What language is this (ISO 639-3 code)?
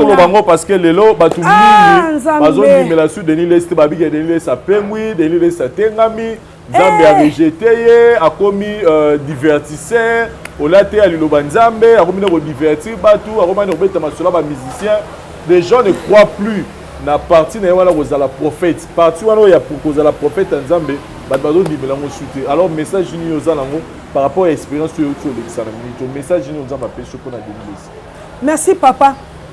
lin